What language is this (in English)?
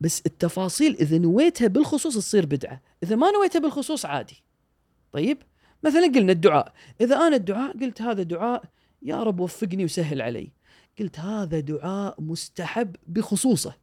Gulf Arabic